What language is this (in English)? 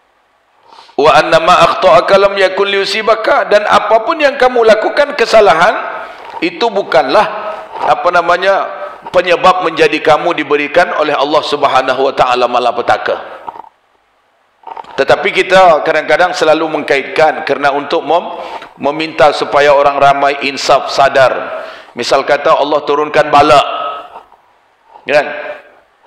Malay